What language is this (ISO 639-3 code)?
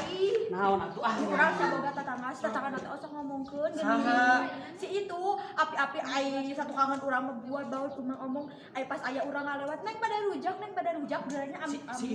sun